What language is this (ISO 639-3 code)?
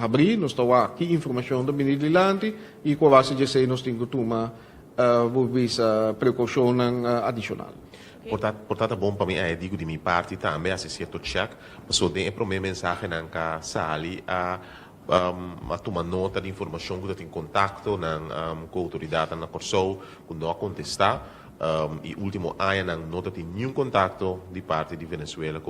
pap